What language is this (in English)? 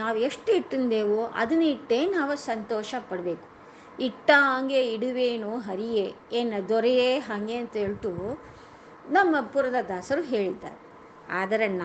Kannada